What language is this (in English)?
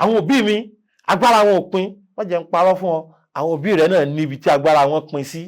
Yoruba